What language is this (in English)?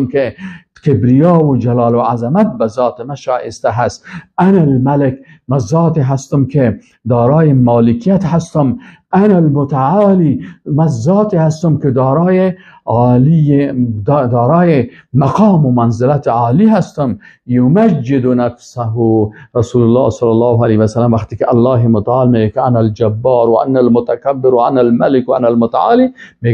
Persian